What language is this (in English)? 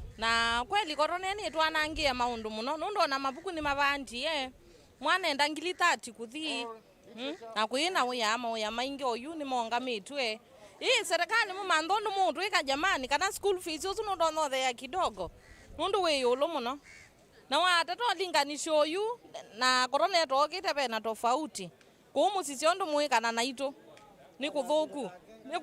Kamba